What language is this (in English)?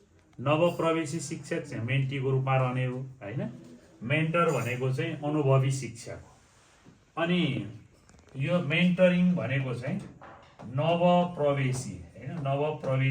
Nepali